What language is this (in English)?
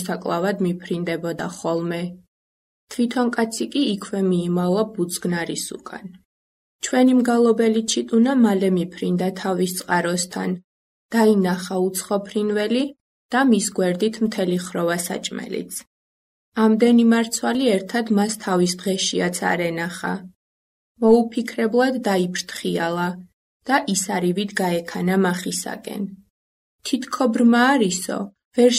Georgian